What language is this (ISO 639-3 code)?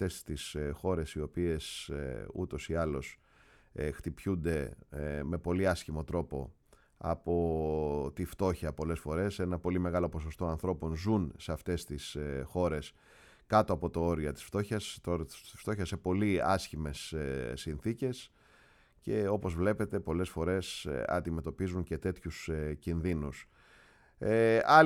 ell